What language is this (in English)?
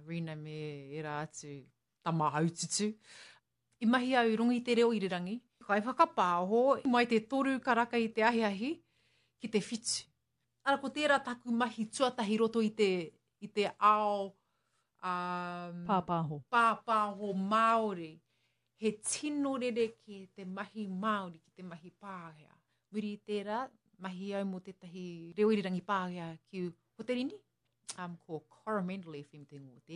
Māori